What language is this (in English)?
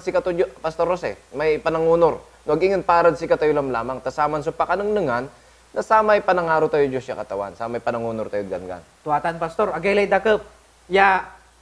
Pangasinan